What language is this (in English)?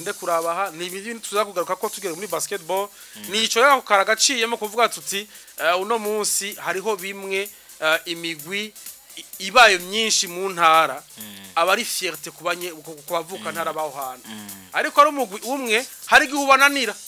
Rundi